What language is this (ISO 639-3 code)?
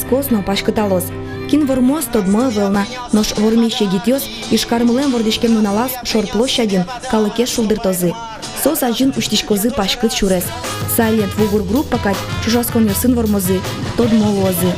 udm